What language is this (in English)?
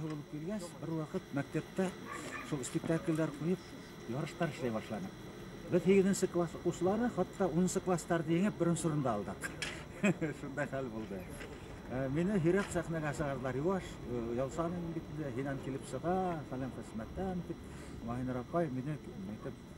Bashkir